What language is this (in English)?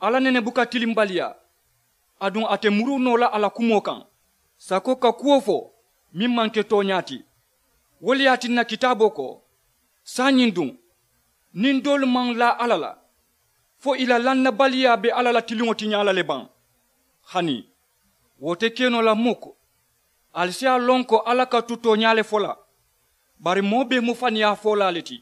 Mandingo